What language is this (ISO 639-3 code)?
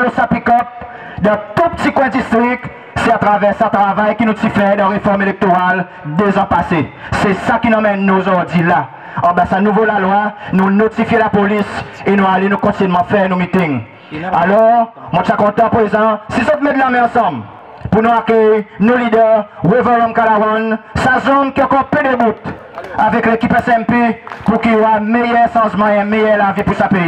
crs